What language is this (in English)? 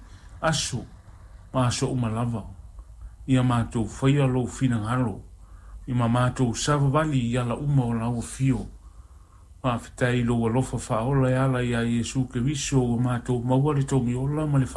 Samoan